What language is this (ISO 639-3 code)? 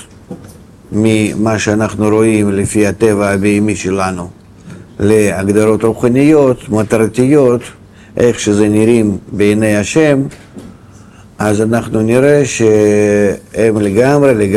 heb